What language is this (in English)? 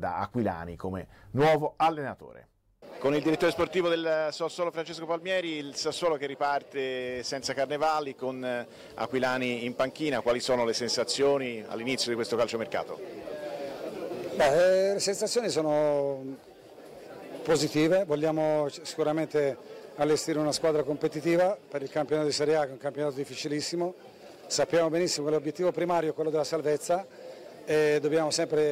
Italian